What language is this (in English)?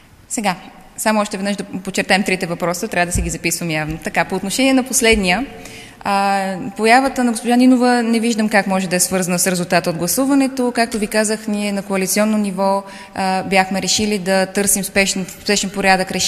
Bulgarian